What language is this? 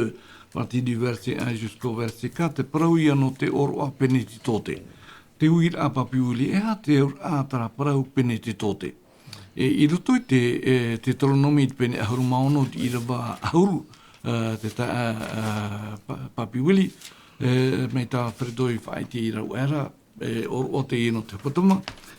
Tahitian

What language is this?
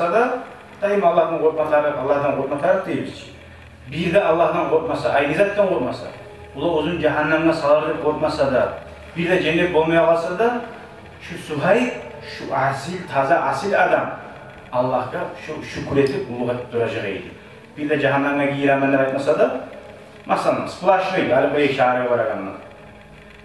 Kumyk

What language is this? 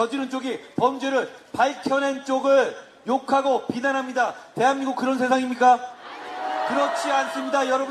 Korean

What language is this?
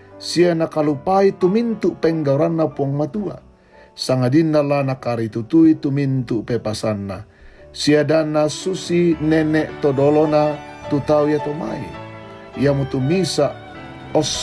Toraja-Sa'dan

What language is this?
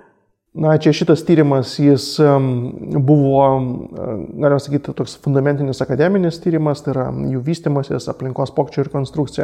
Lithuanian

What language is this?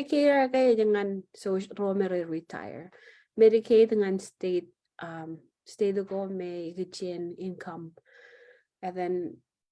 Marshallese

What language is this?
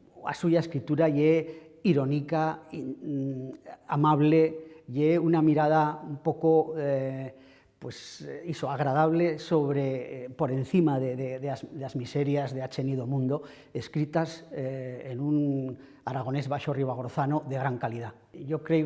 Aragonese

